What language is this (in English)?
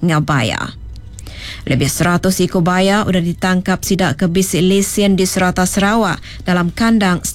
Iban